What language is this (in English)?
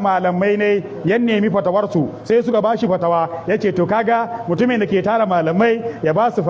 Hausa